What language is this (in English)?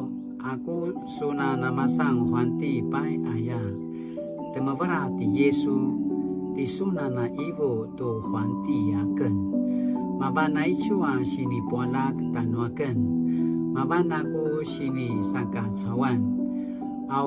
Paiwan